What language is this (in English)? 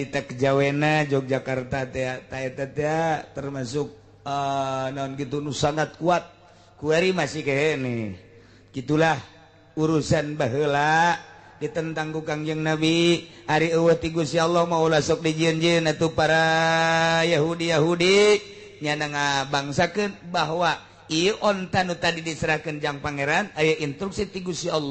Sundanese